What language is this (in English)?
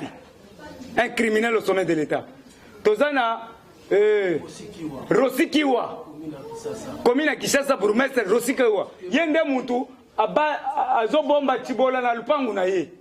Lingala